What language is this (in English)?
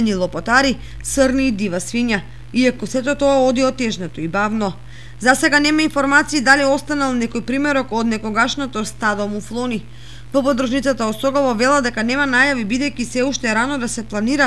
Macedonian